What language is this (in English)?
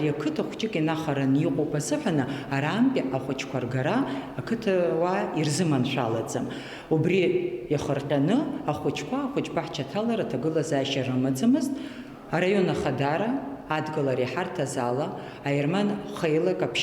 Abkhazian